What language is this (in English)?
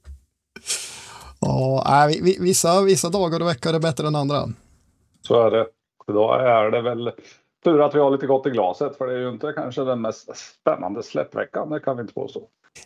Swedish